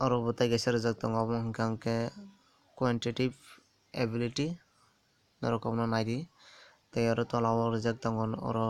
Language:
Kok Borok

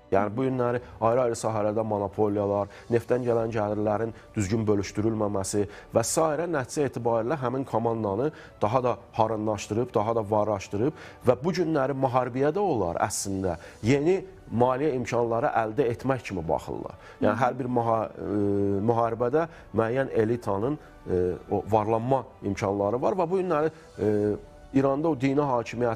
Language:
Azerbaijani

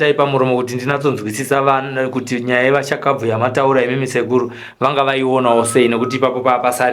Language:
Shona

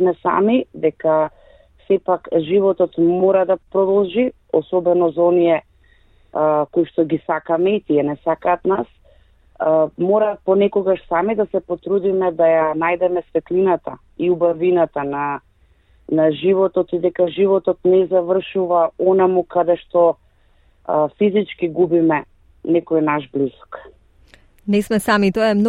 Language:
Macedonian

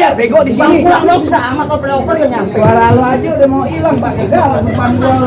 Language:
Betawi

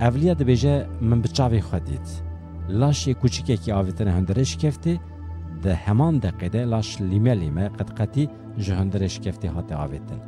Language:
Kurdish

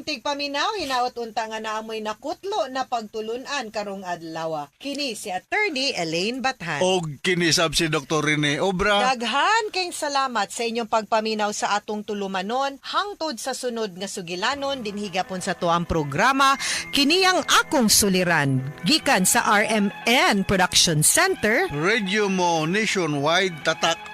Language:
Cebuano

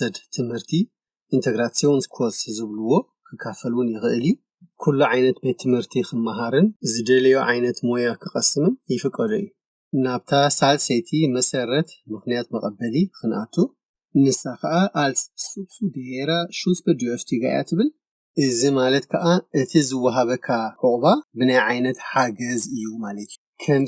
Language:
Tigrinya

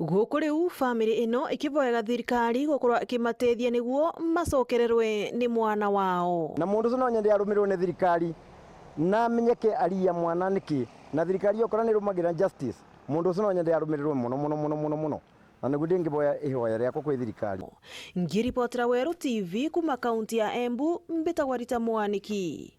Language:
Meru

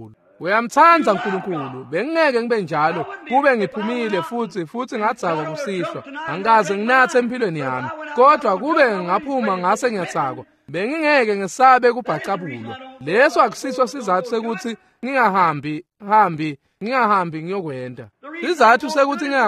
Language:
Swati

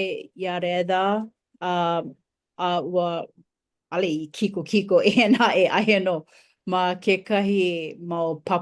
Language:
Hawaiian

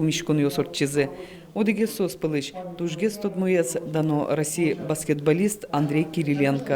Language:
Udmurt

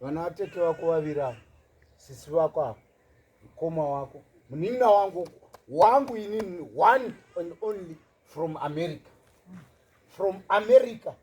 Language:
Shona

